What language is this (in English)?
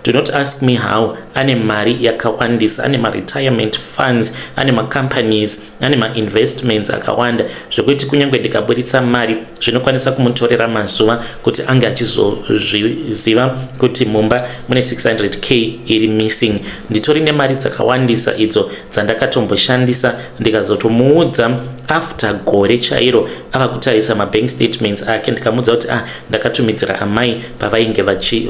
Shona